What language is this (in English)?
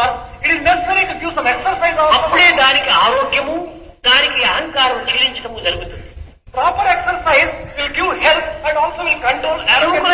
Telugu